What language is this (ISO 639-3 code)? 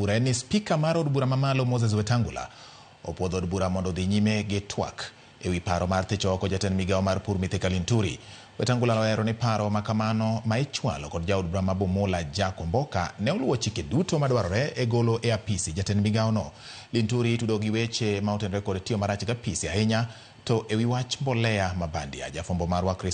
luo